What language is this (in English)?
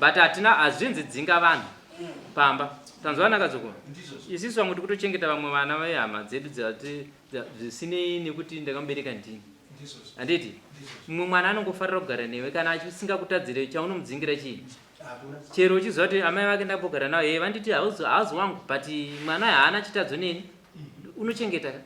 Shona